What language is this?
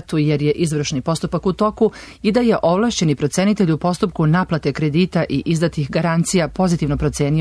Serbian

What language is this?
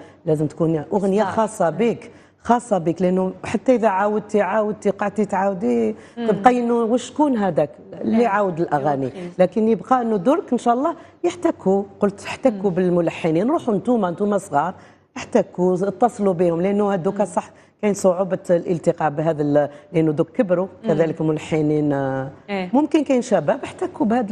Algerian Arabic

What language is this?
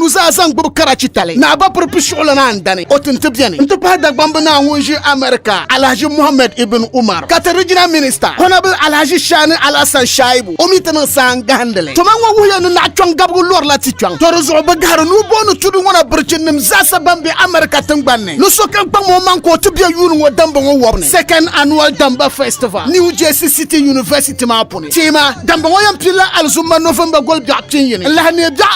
Dagbani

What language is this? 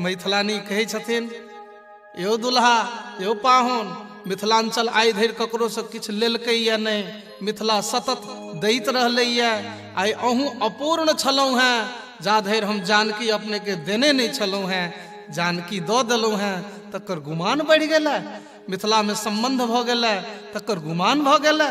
Maithili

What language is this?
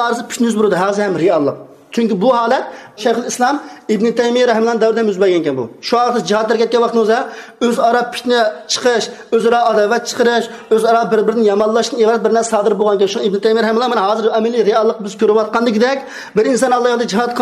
Uyghur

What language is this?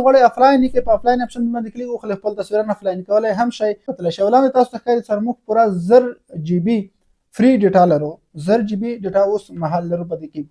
Pashto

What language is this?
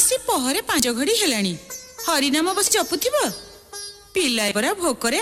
Odia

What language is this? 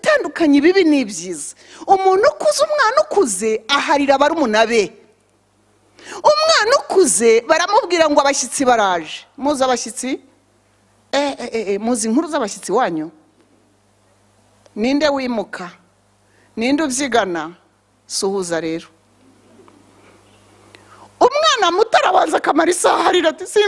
Kinyarwanda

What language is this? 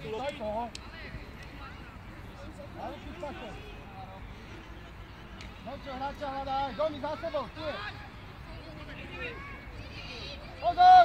Slovak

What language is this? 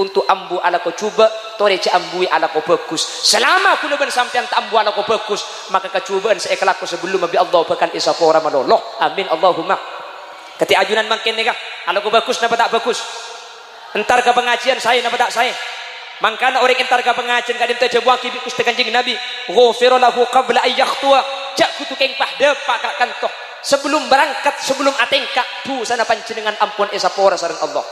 Madurese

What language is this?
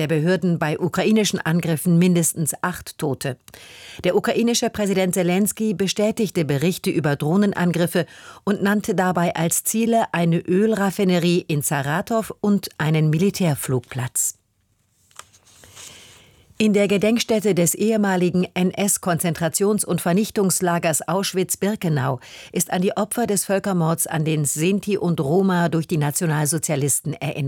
German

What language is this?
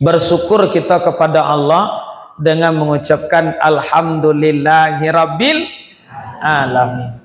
Minangkabau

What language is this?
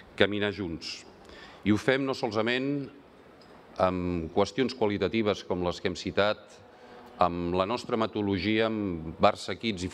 Catalan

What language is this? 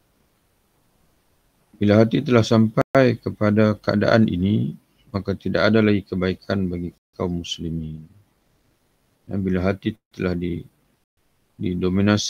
Malay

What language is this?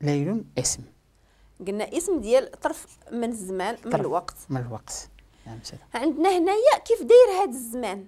Moroccan Arabic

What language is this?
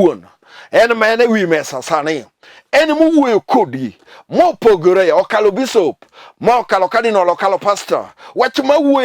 Luo (Kenya and Tanzania)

